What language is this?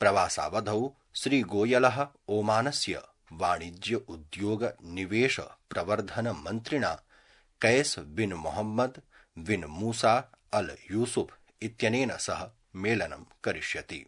Sanskrit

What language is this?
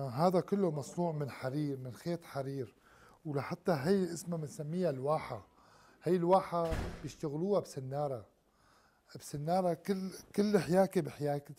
Gulf Arabic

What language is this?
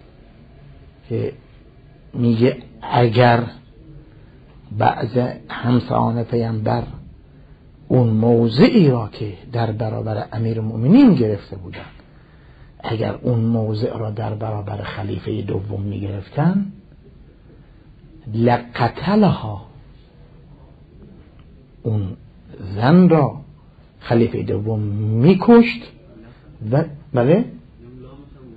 Persian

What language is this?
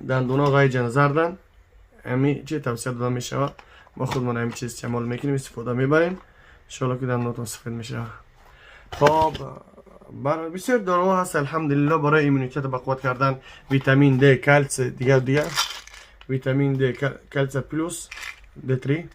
Tajik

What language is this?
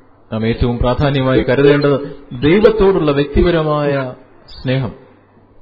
Malayalam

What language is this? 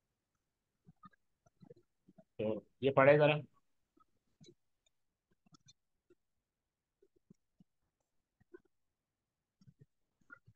Hindi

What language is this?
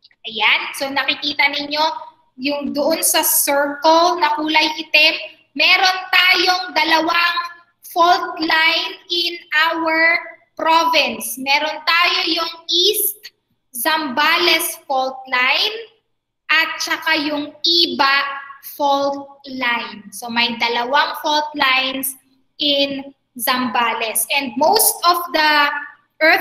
Filipino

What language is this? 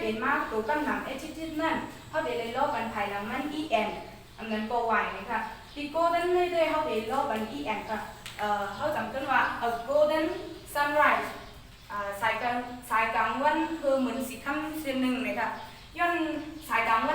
Shan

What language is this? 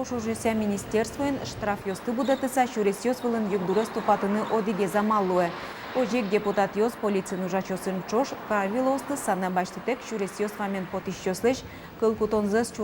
Udmurt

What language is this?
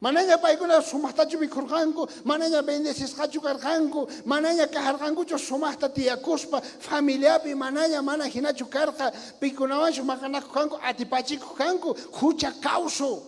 South Bolivian Quechua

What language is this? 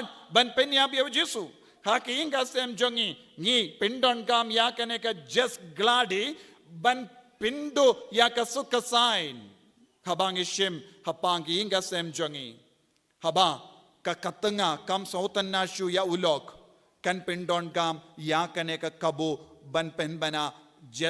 Khasi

